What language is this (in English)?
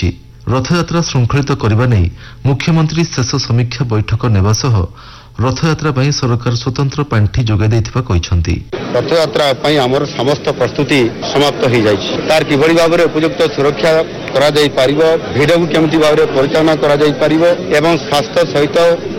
Odia